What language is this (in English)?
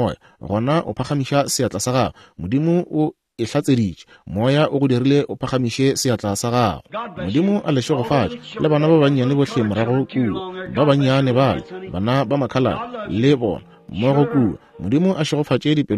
Northern Sotho